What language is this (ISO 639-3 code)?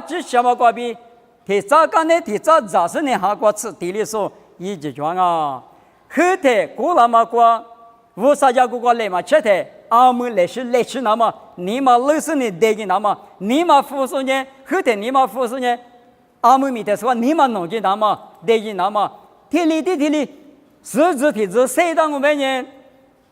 lis